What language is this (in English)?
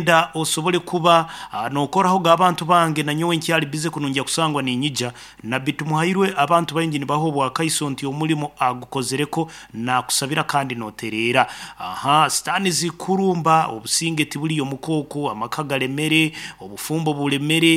Nyankole